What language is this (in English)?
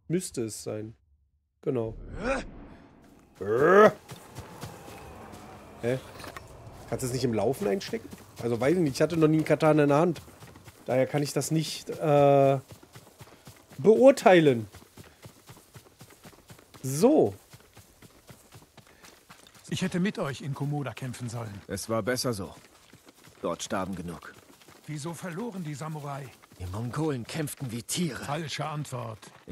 German